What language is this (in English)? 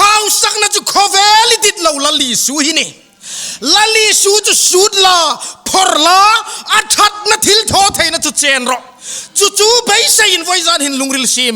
Hmar